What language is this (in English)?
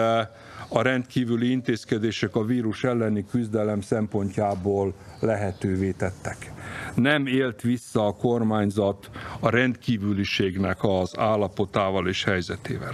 Hungarian